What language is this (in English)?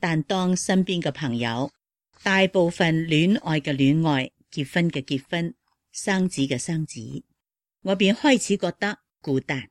Cantonese